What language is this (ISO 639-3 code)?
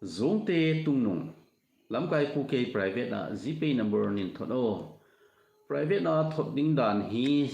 tcz